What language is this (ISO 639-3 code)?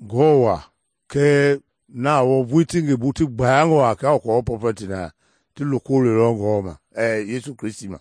men